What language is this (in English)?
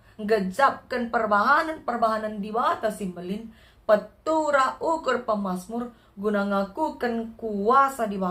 Batak Karo